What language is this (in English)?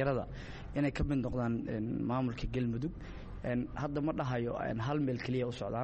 Somali